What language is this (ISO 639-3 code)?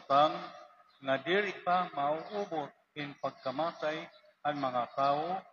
war